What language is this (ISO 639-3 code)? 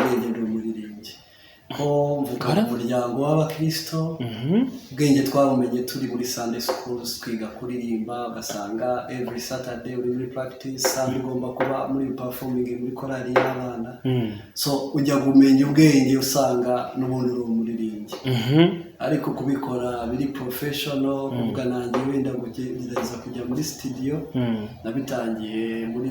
kin